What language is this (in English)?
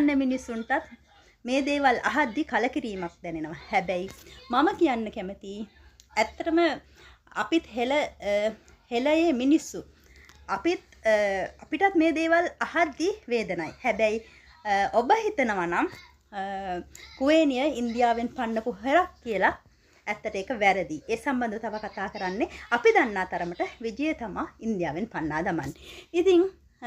Sinhala